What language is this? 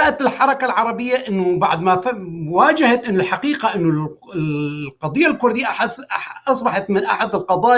North Levantine Arabic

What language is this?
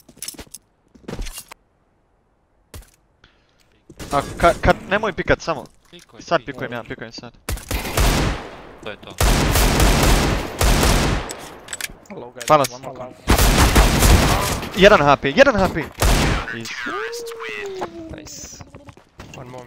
Croatian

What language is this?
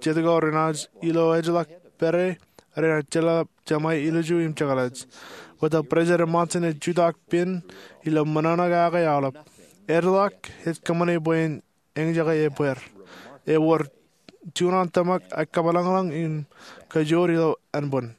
Marshallese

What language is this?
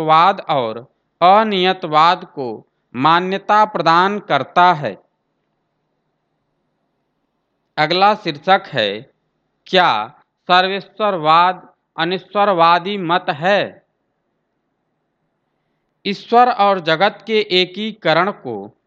Hindi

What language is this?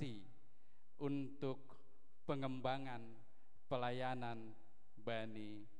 Batak Simalungun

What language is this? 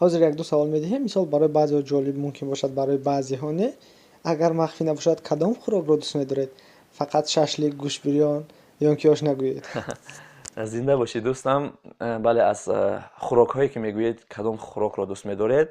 Tajik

